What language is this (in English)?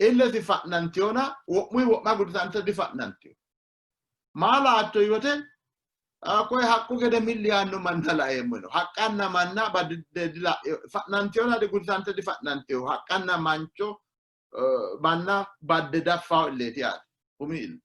Sidamo